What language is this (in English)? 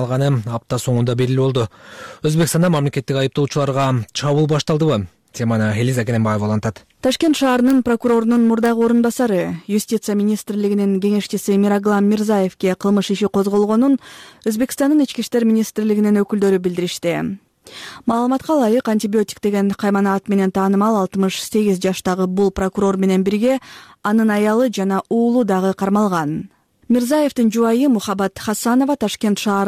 Kyrgyz